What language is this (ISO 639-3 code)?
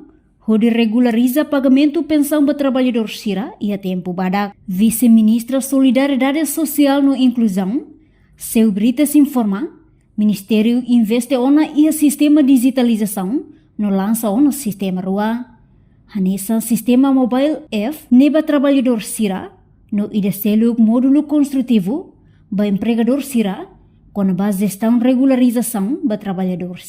tet